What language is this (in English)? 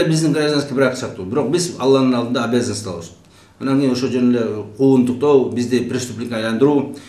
Kyrgyz